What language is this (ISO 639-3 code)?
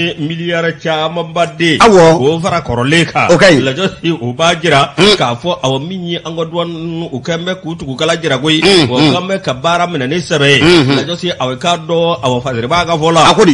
bam